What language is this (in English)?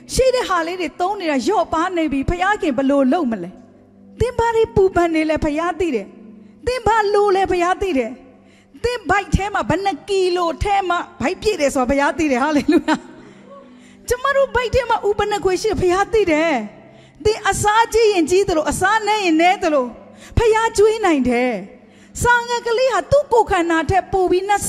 Burmese